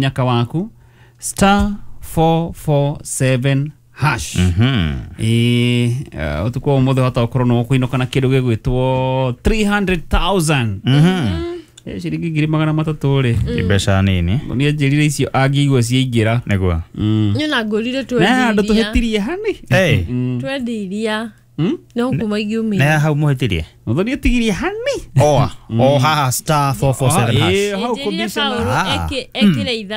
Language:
Kikuyu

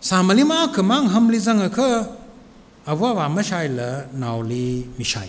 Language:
Tangkhul Naga (India)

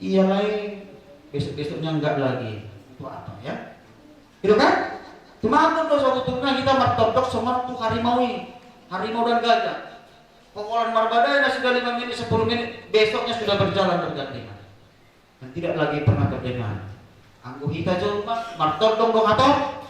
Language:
Batak Toba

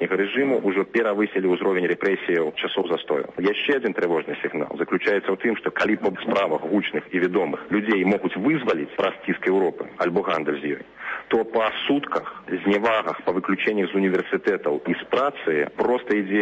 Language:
Belarusian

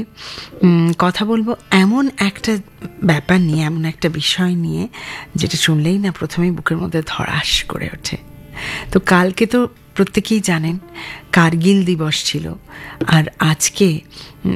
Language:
Bangla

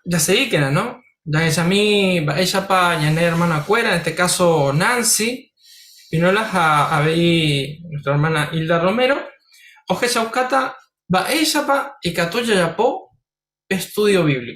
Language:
Guarani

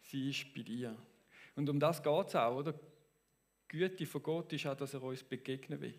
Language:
Swiss German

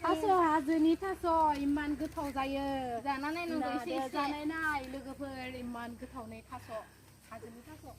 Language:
Bodo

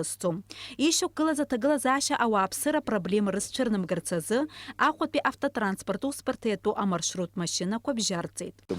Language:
Abkhazian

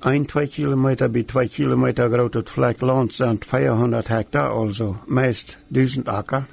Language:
Plautdietsch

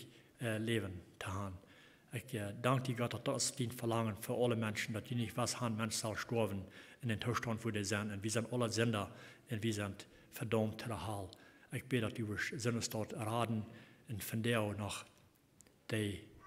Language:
Plautdietsch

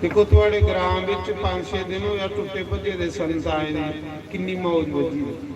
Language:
Dogri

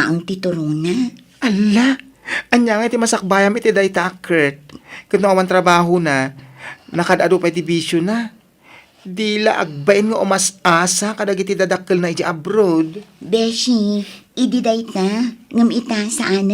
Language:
Iloko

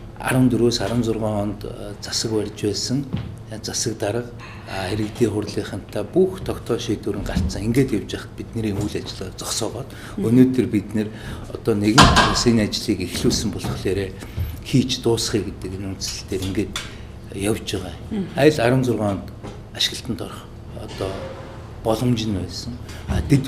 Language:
Mongolian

